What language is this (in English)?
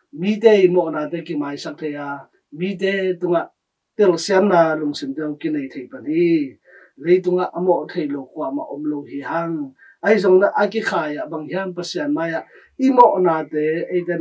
Tedim Chin